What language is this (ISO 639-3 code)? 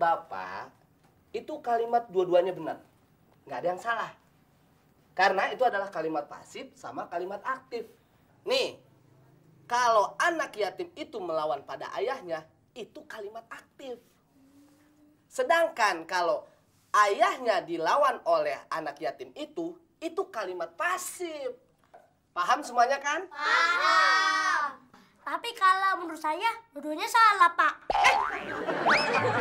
ind